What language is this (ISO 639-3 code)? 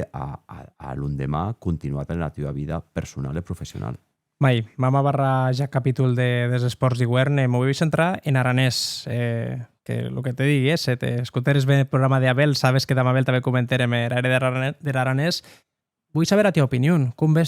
oci